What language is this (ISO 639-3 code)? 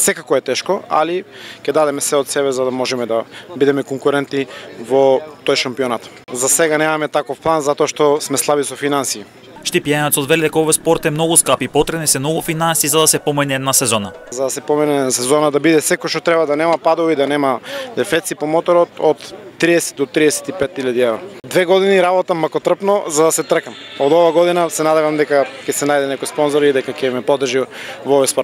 mkd